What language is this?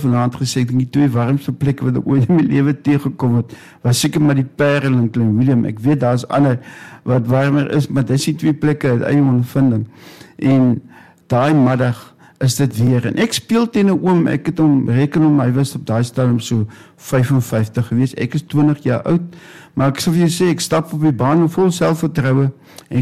Afrikaans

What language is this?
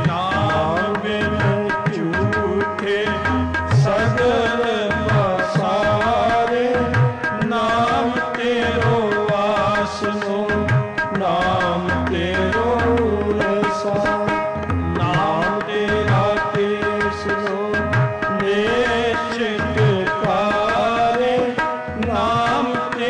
Punjabi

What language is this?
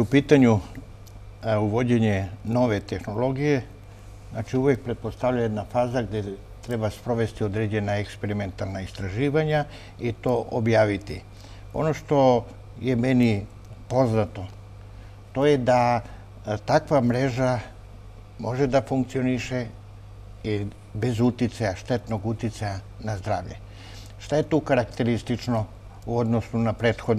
Serbian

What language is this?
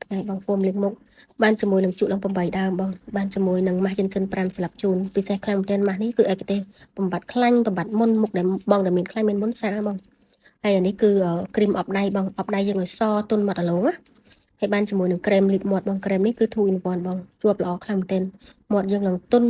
Khmer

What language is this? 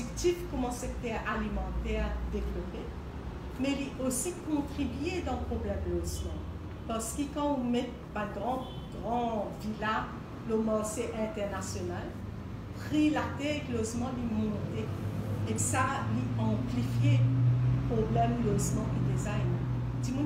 Morisyen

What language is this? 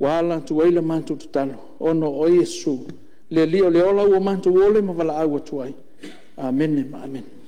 Samoan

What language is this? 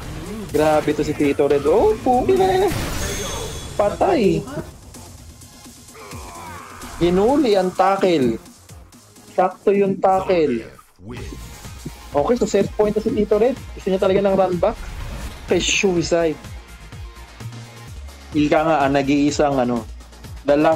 Filipino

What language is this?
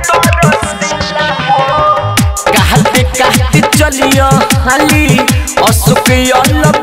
Bhojpuri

